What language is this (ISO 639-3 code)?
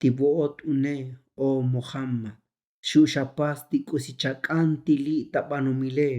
tzo